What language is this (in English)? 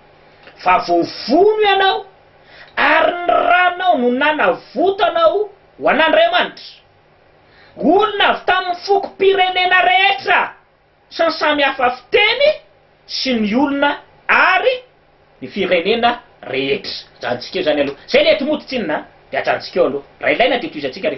Malagasy